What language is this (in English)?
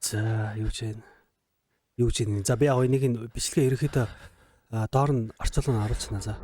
Mongolian